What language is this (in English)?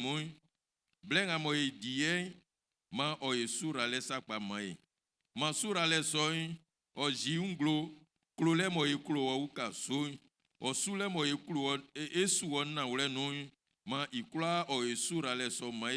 Baoulé